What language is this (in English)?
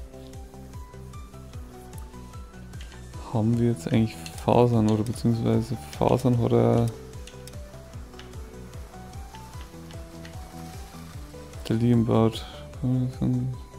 German